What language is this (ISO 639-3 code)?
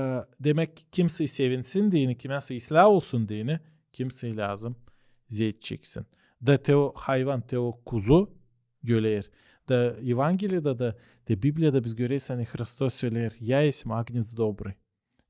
gag